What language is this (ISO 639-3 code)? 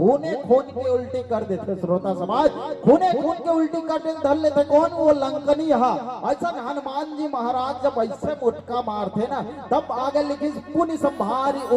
hne